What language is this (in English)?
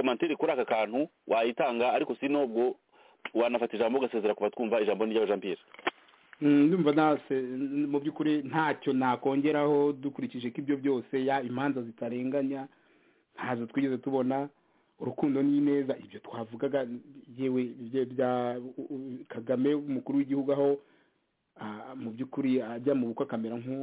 Kinyarwanda